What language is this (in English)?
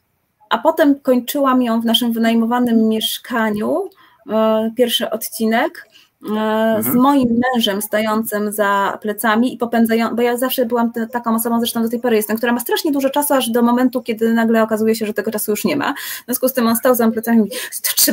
Polish